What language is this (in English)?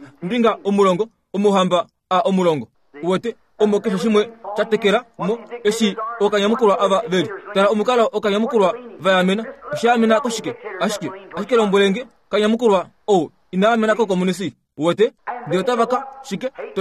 Kuanyama